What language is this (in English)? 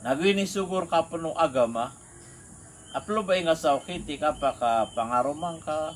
Maranao